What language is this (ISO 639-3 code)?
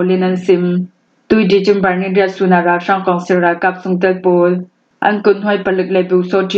cnh